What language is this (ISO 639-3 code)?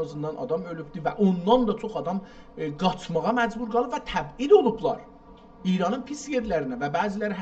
azb